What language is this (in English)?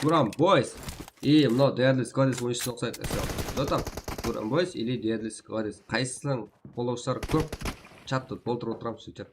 Kara-Kalpak